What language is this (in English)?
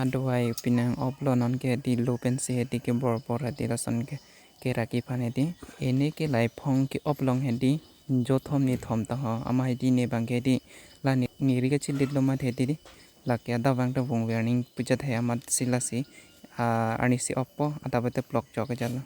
Karbi